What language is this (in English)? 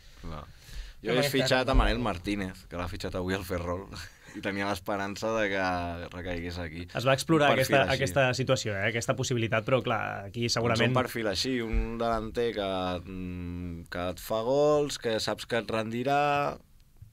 Catalan